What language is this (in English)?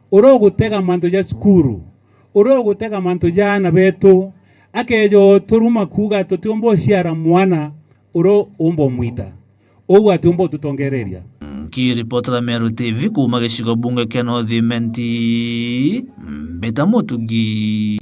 Meru